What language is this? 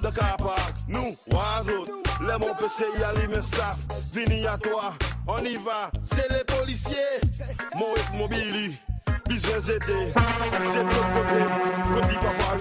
Seselwa Creole French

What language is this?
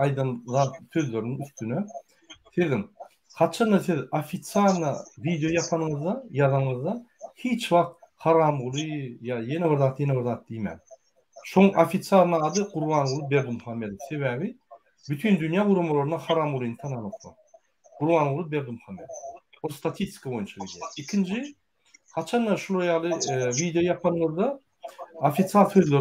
Turkmen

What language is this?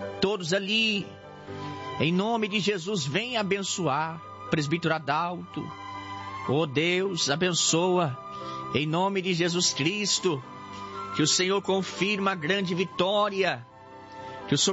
Portuguese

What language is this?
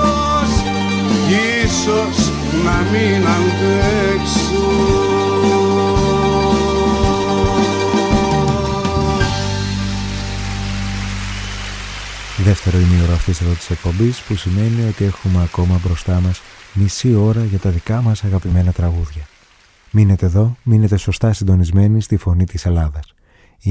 Greek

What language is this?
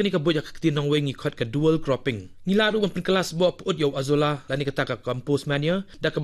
Khasi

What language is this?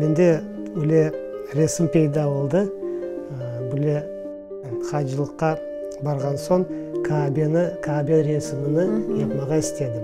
Crimean Tatar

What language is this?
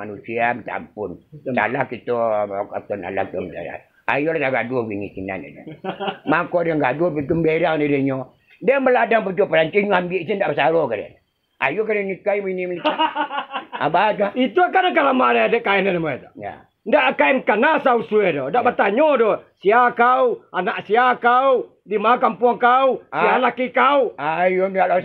Minangkabau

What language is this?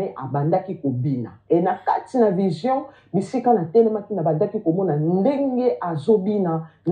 Lingala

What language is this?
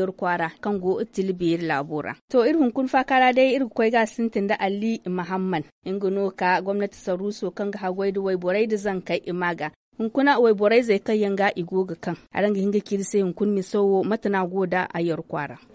Zarma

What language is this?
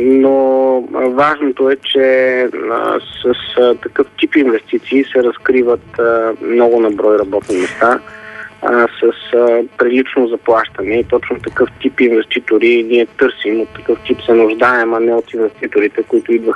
Bulgarian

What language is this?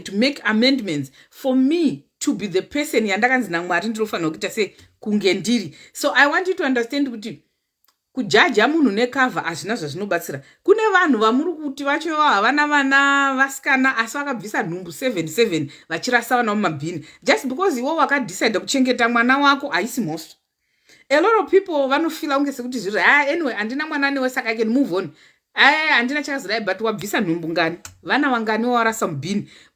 Shona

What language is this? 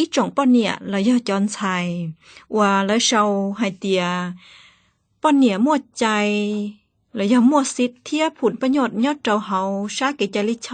Hmong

